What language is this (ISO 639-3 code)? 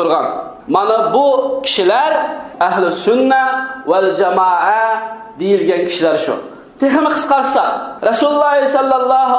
uig